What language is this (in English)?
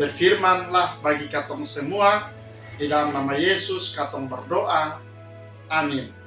Kupang Malay